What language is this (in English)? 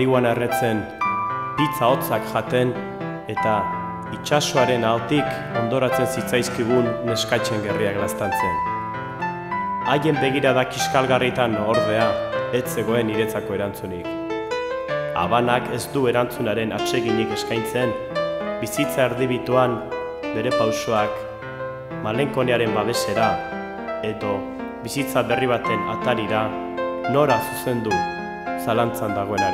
Basque